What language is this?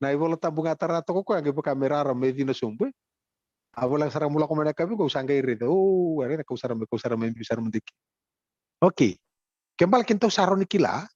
Fijian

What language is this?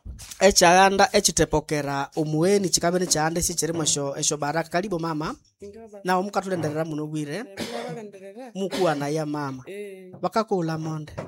Nande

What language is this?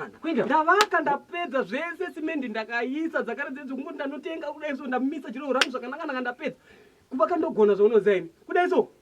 Shona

